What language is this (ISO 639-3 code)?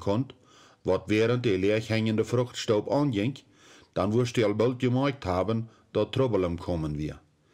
pdt